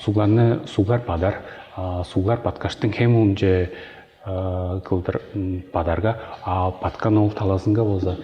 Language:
Tuvinian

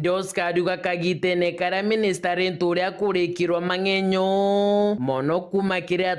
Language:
Meru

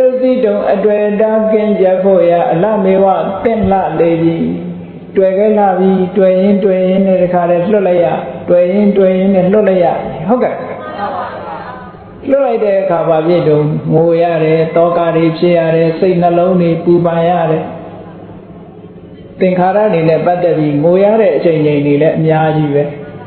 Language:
Burmese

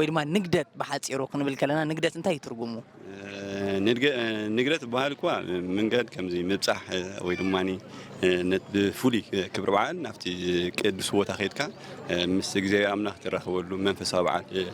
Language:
Tigrinya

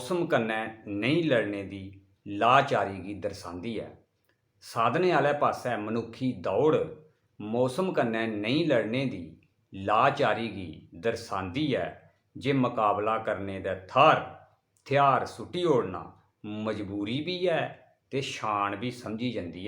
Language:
Dogri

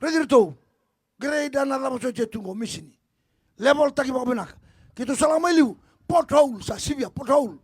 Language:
Fijian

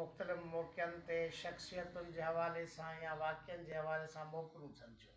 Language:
Sindhi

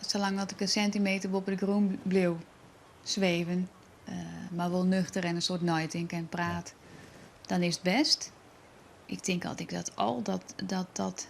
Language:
Western Frisian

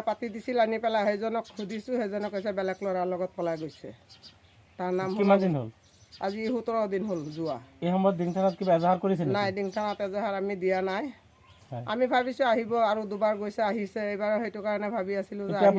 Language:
Assamese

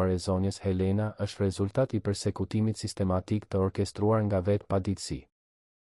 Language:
Albanian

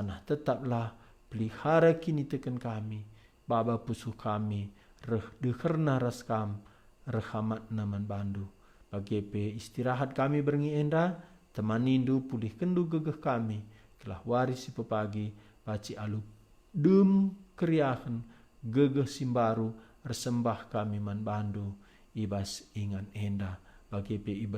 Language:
Batak Karo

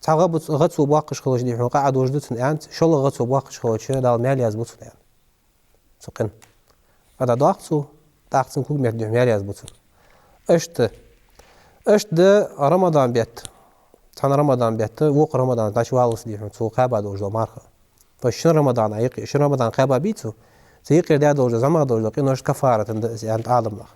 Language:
Ingush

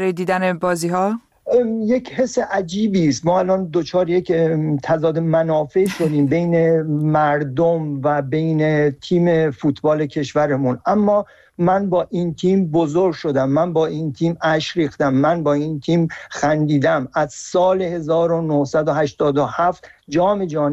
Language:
Persian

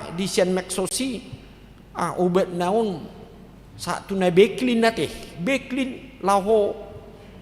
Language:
Batak Toba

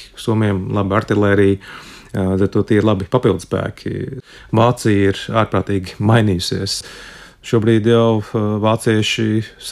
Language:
Latvian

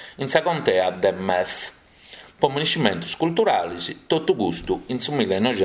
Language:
Sardinian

